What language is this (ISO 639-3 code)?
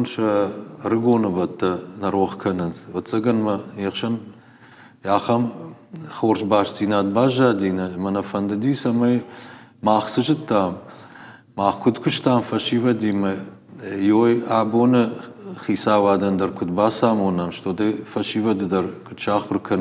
oss